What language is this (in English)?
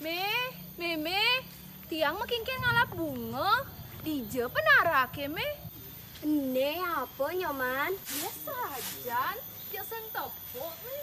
Balinese